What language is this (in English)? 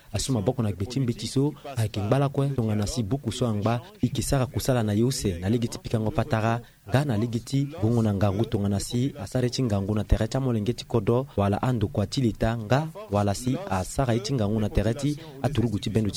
Sango